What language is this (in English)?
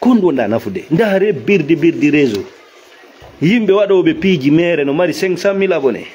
Fula